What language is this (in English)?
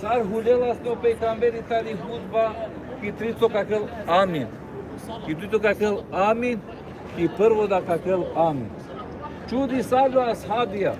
Balkan Romani